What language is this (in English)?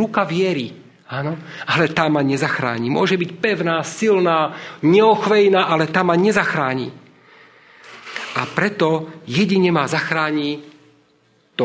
Slovak